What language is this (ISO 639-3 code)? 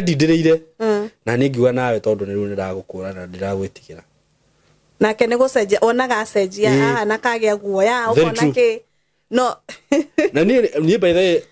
kik